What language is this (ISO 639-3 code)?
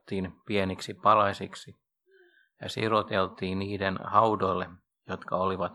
fin